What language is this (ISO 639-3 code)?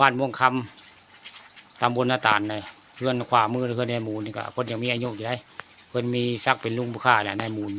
tts